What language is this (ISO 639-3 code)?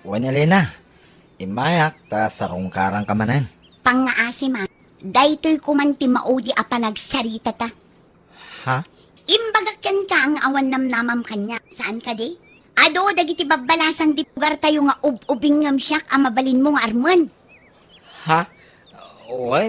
ilo